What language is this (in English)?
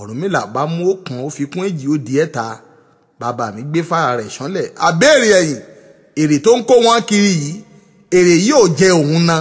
Yoruba